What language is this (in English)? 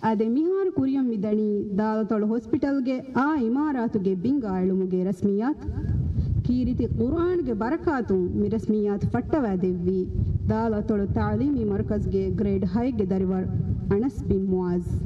Divehi